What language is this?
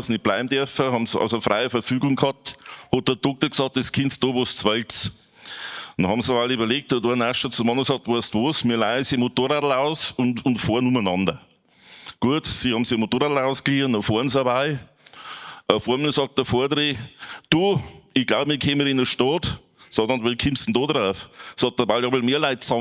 Bavarian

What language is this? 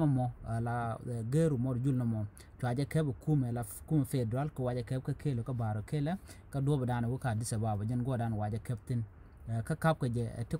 Nuer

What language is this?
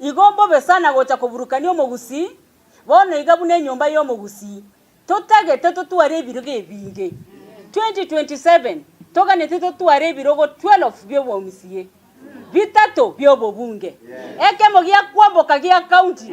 Gusii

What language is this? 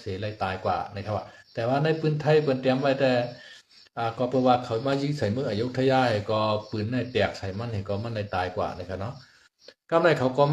Shan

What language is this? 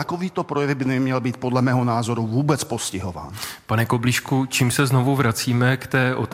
Czech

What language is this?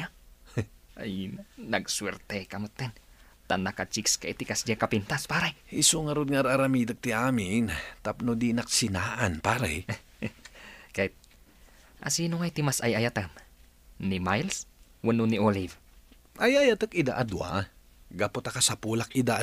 Iloko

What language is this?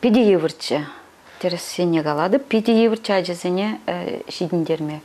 Chuvash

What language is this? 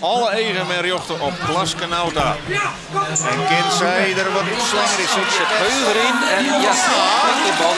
Western Frisian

